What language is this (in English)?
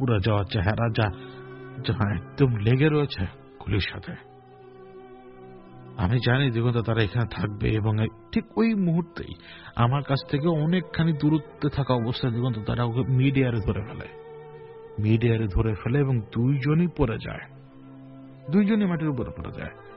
Bangla